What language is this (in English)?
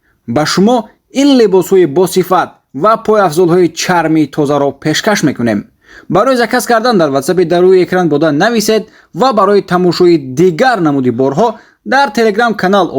Tajik